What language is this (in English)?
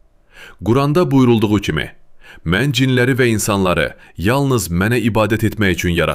Azerbaijani